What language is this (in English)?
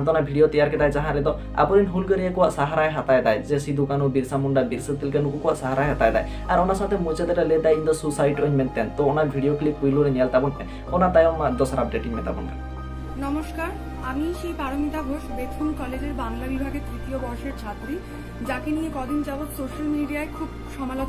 Santali